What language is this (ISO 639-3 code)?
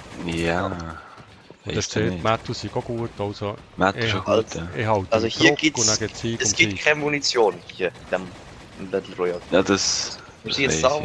gsw